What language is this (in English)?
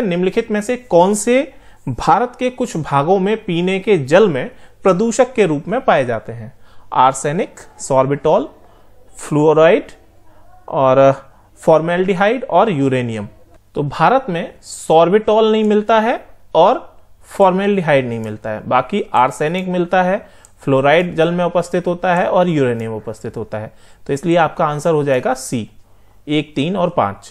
Hindi